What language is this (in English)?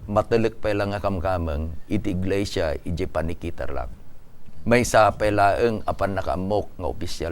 Iloko